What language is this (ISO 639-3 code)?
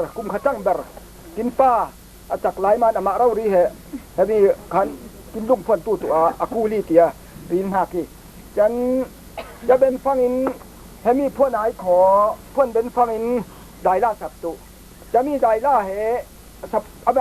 cfm